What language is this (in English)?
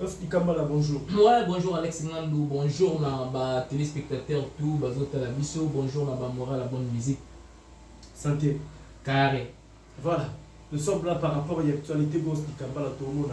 Lingala